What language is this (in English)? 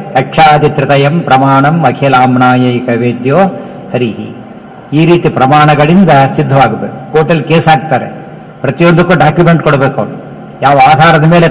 Kannada